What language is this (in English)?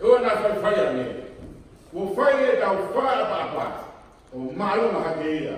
Tongan